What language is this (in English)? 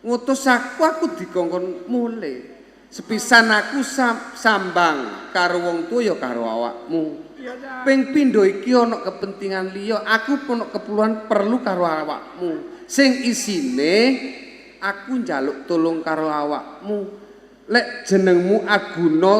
Javanese